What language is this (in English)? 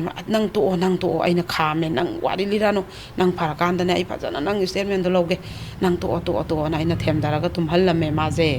Manipuri